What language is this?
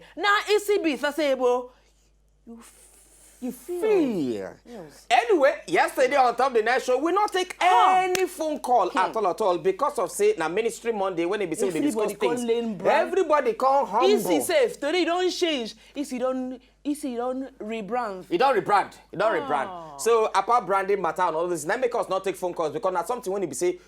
Nigerian Pidgin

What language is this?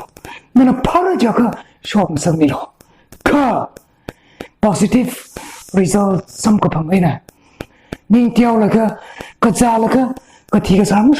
Tangkhul Naga (India)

